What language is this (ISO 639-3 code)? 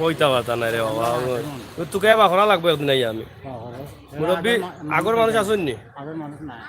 syl